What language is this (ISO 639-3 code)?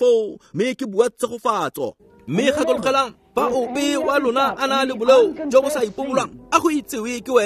tsn